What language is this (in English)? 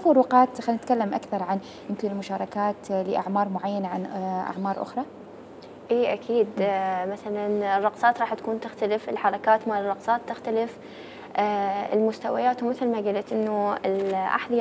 Mesopotamian Arabic